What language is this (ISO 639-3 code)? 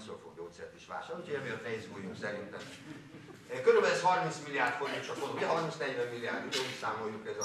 hun